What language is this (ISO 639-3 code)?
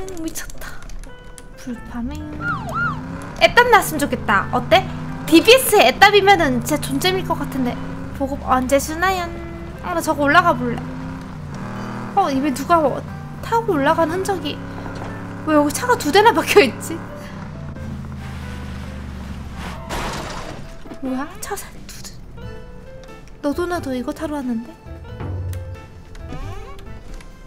kor